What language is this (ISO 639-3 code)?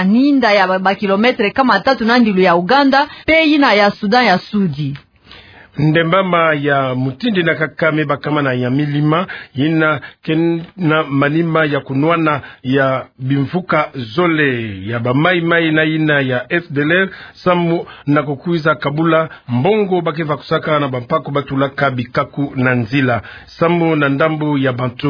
ktu